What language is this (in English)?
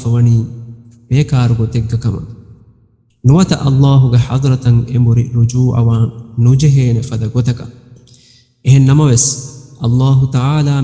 Divehi